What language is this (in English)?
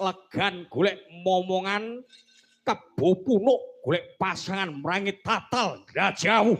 Javanese